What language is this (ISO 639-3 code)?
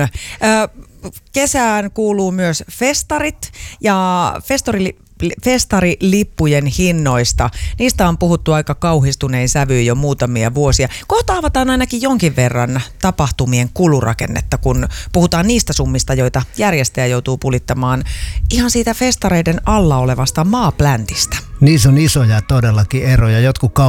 fin